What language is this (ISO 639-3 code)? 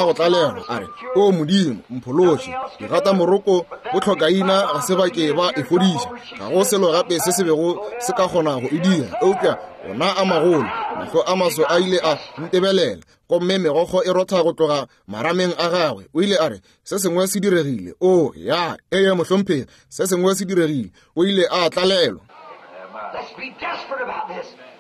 nso